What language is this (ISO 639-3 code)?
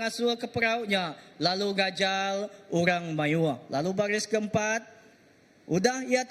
iba